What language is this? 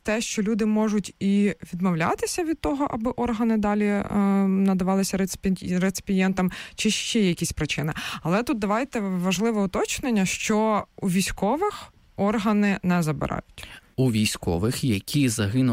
Ukrainian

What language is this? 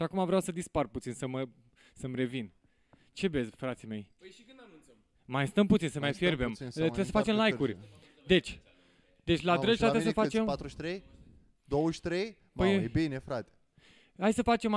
Romanian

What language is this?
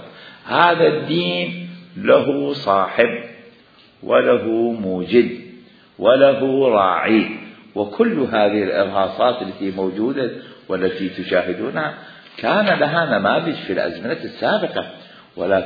Mesopotamian Arabic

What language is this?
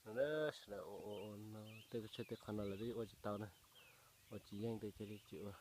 Hmong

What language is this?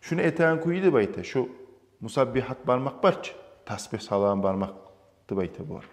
Kumyk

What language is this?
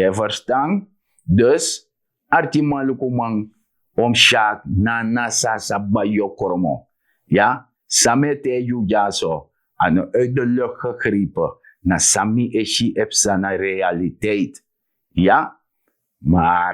Sranan Tongo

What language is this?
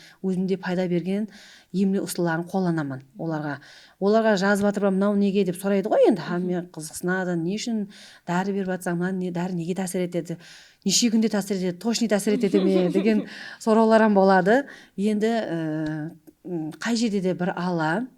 Kara-Kalpak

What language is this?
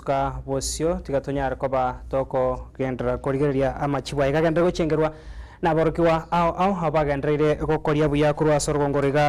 Gusii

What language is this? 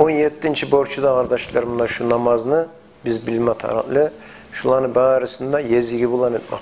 Kumyk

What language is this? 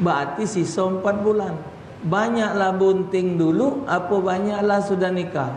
Musi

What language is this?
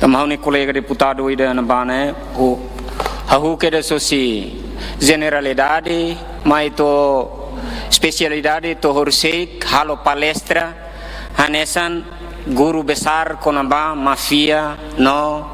Tetum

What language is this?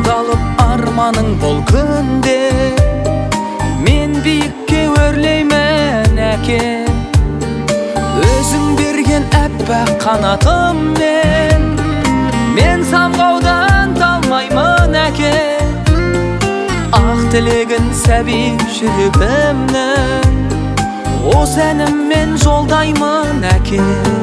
Kazakh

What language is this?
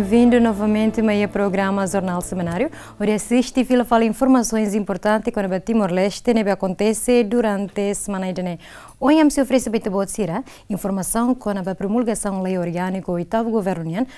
Tetum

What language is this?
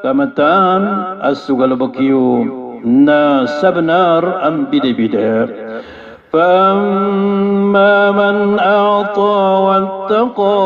Maranao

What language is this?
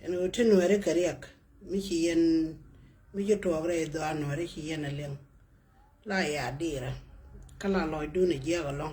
Nuer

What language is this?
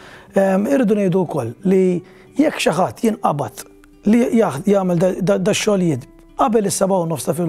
Maltese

